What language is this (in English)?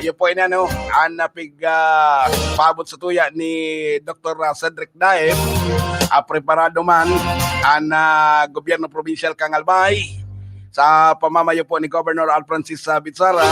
Bikol